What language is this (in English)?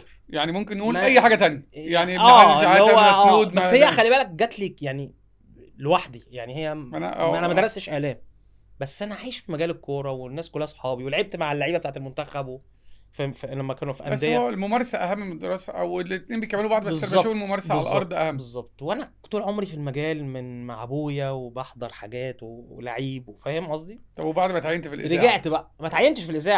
Egyptian Arabic